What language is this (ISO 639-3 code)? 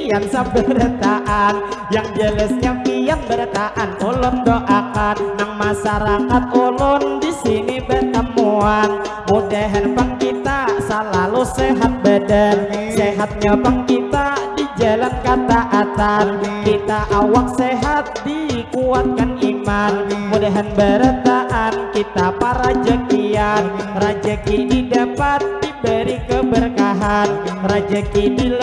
bjn